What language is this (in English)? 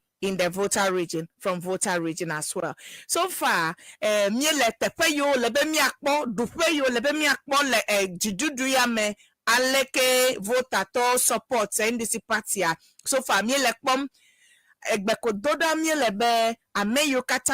Ewe